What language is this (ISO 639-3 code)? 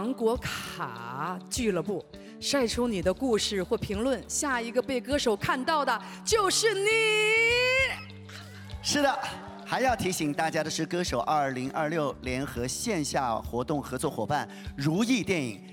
zho